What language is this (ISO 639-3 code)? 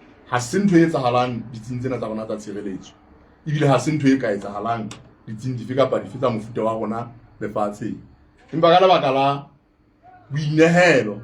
sot